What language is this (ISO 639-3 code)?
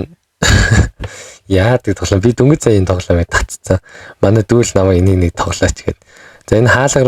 mon